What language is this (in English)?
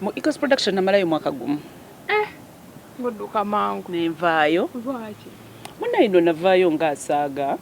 Ganda